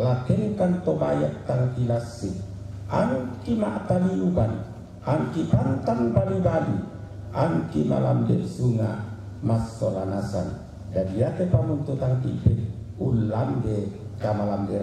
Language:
Toraja-Sa'dan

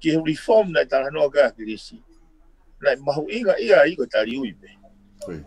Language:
Tongan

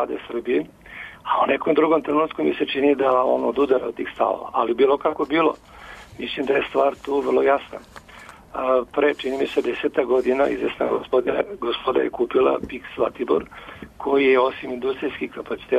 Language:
Serbian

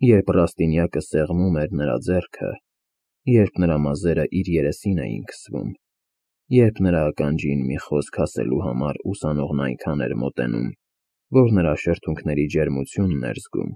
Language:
Armenian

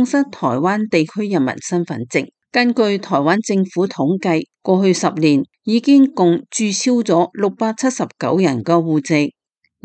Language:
Cantonese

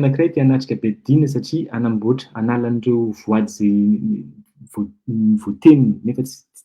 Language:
Malagasy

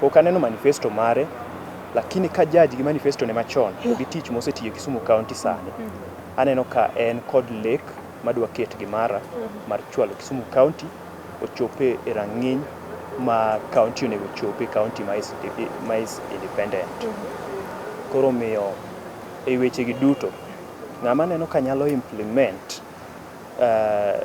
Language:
Luo (Kenya and Tanzania)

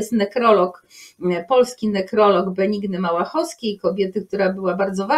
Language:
Polish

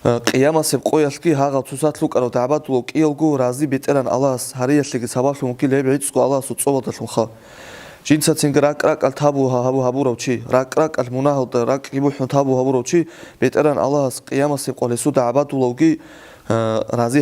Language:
Avaric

